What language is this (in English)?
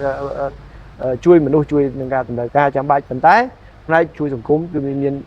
Khmer